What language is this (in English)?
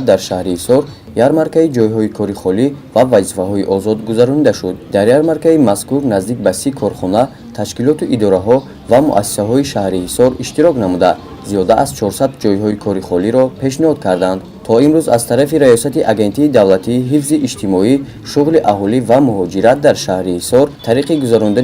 Tajik